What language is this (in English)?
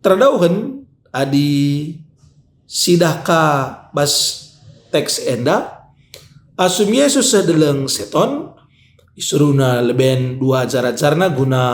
Batak Karo